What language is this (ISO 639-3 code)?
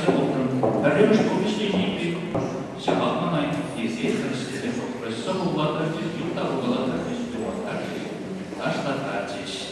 chv